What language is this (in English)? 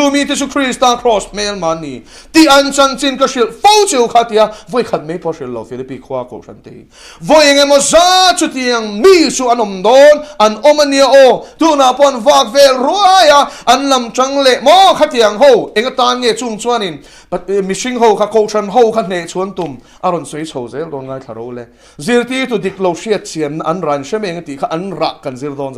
Mizo